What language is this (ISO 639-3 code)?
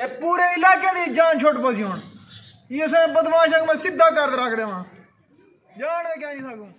skr